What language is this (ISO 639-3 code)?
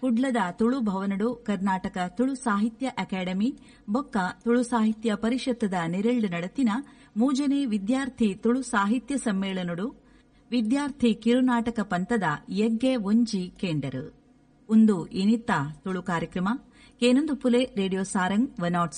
tcy